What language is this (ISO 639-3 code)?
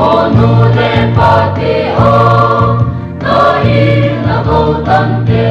pck